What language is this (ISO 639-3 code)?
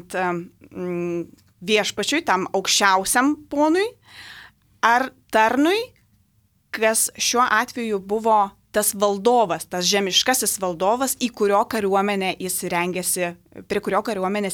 lit